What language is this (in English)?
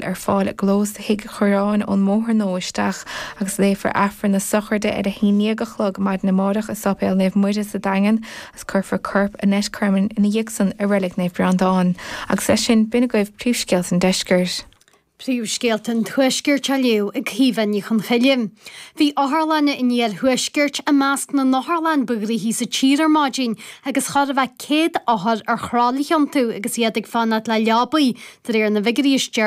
Irish